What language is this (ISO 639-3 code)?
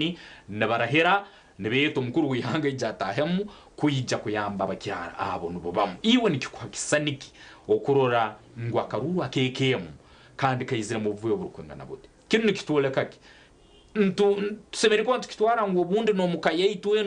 nyn